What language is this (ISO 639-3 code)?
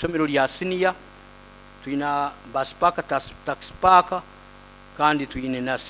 nyo